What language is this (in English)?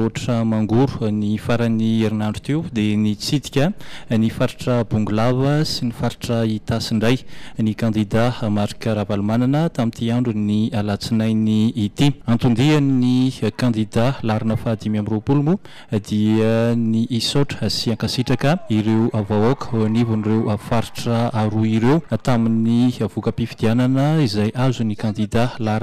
Malagasy